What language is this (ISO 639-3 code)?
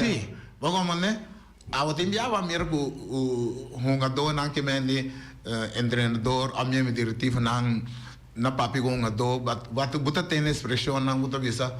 pap